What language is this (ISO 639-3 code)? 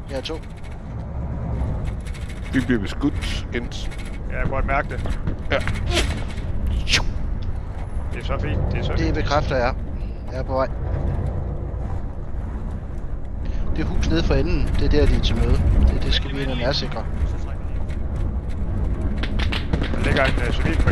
dan